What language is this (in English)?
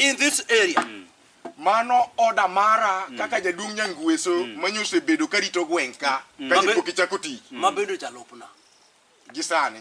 Luo (Kenya and Tanzania)